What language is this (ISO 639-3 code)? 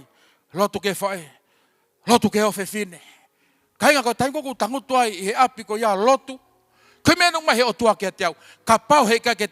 ton